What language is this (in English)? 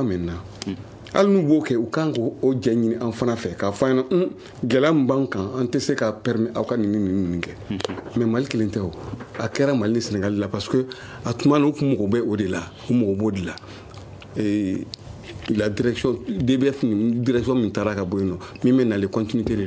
Bambara